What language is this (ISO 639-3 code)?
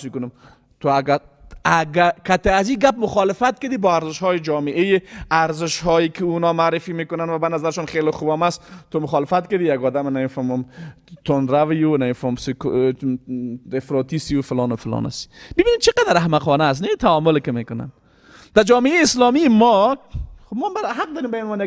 fas